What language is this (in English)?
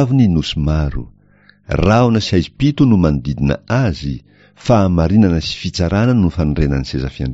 Malagasy